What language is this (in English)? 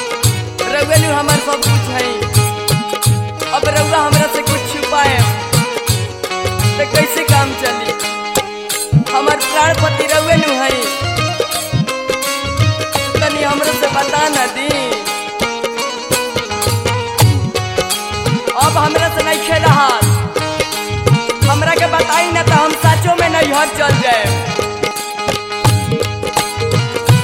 Bhojpuri